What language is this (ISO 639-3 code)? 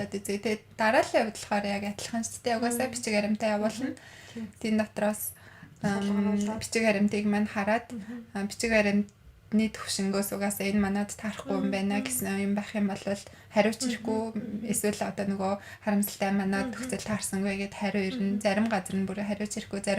mon